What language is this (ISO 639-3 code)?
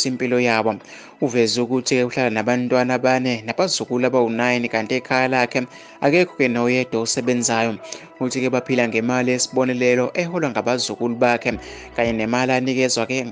zul